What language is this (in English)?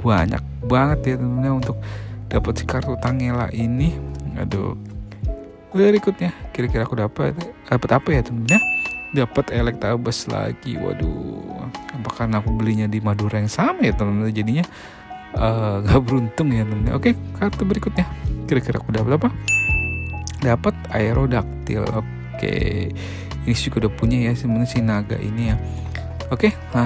Indonesian